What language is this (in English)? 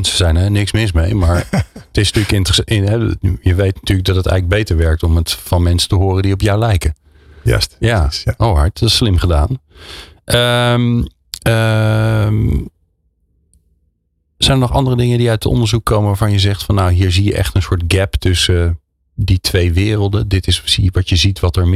Dutch